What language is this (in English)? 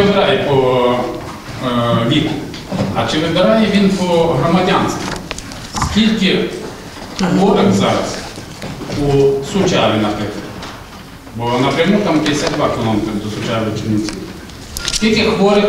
Ukrainian